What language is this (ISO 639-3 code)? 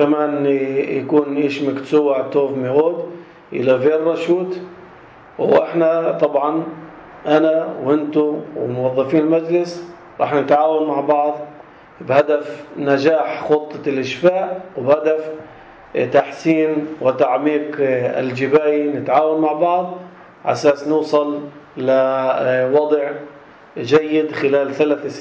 apc